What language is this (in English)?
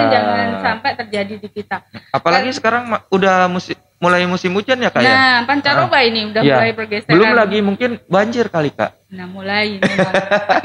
Indonesian